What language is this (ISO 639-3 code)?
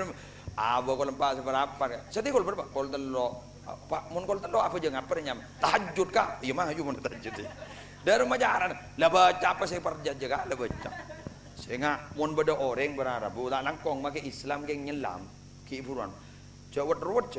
mad